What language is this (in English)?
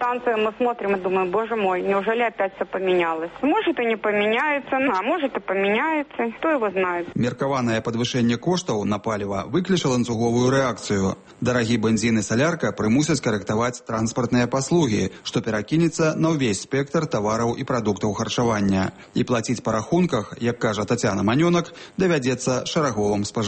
Belarusian